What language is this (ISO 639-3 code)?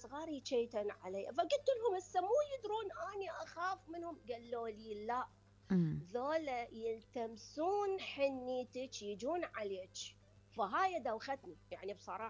acm